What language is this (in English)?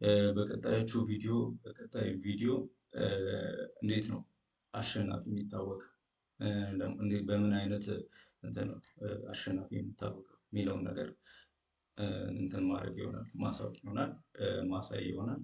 Amharic